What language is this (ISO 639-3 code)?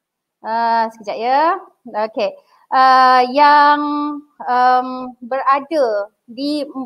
msa